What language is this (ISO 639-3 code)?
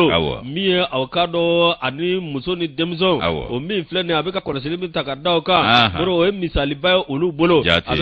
bam